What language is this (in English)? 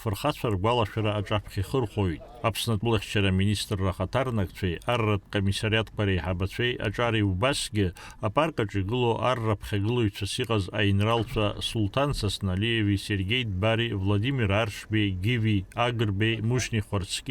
Abkhazian